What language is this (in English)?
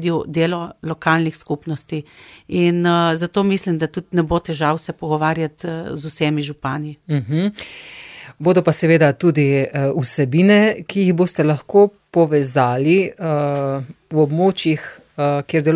Slovenian